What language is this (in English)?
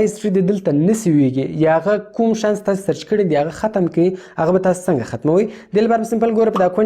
Pashto